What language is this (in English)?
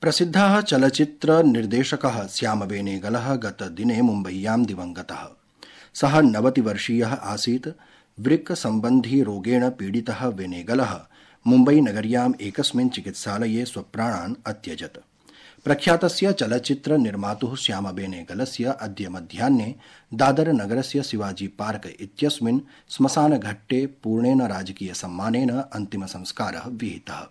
Sanskrit